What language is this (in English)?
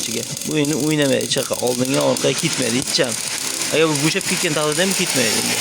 Uzbek